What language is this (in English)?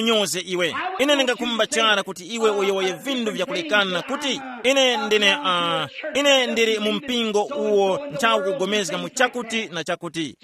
Tumbuka